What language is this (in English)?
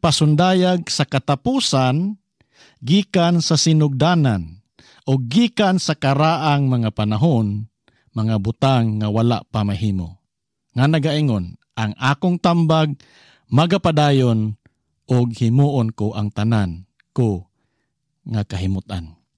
Cebuano